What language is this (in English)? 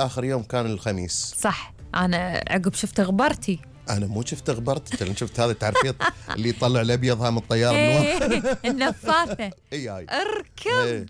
Gulf Arabic